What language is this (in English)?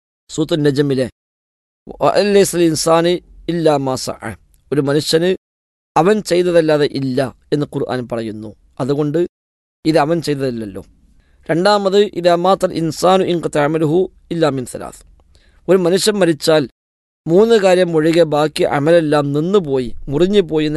Malayalam